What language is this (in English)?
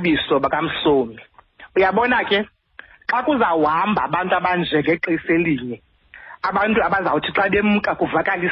Xhosa